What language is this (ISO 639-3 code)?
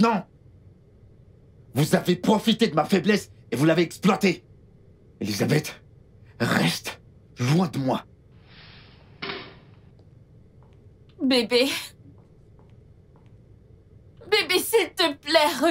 fra